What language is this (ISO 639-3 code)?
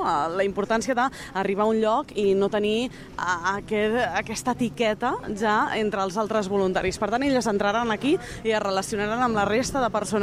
cat